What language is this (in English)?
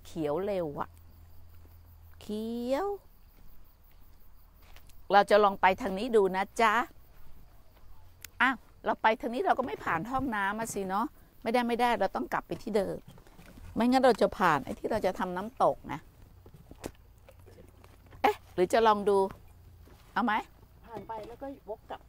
Thai